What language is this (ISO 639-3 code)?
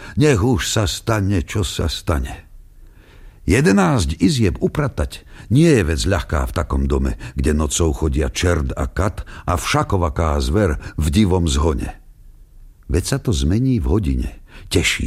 slk